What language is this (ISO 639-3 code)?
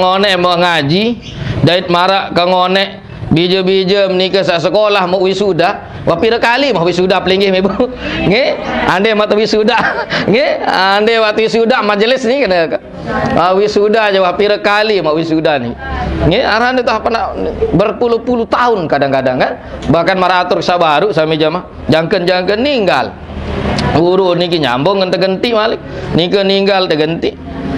sas